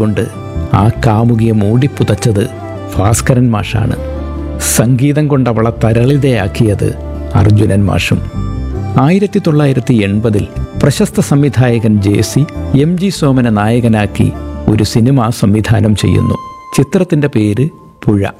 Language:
Malayalam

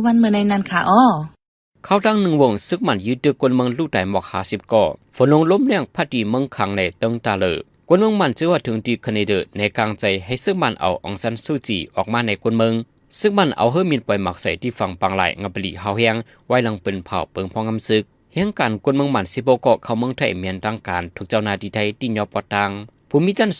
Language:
Shan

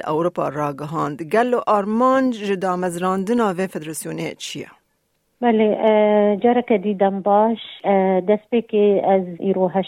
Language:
Kurdish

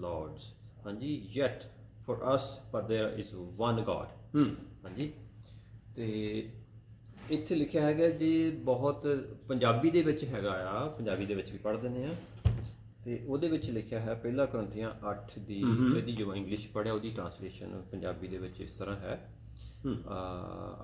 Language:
Punjabi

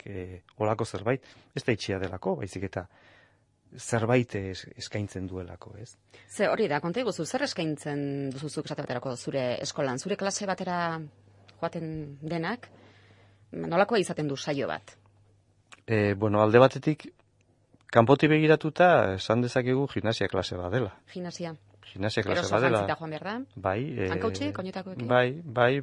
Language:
Basque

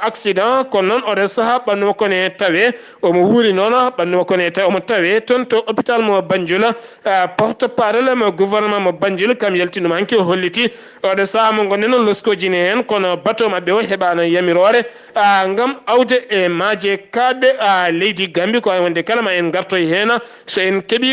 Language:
Fula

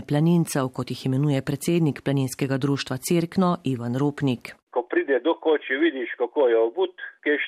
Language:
Slovenian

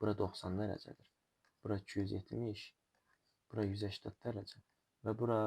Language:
Azerbaijani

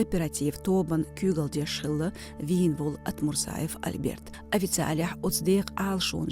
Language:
Chechen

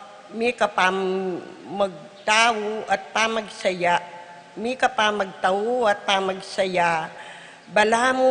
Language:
Pampanga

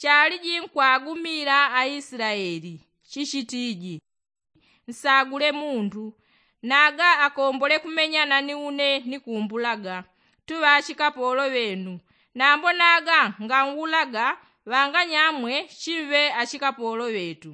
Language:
Yao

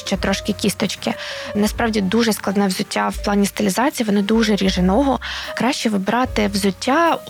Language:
Ukrainian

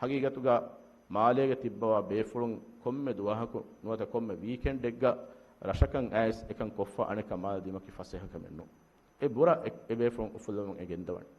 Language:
Divehi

